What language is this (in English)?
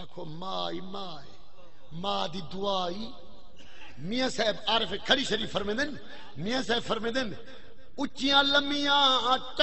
Saraiki